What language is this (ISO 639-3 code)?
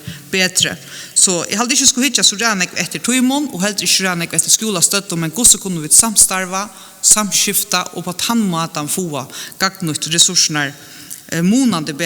fao